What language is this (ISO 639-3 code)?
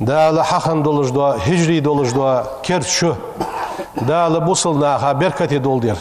inh